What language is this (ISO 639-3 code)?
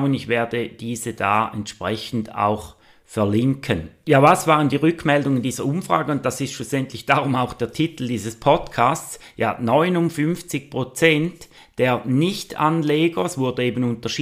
deu